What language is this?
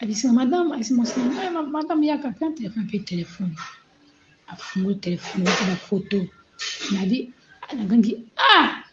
Lingala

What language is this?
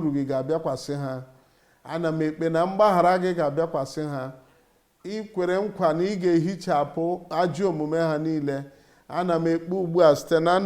Igbo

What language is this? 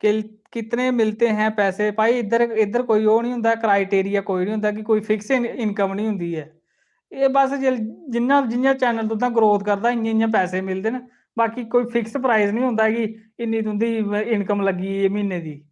Dogri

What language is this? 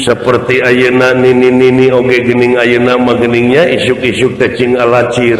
Sundanese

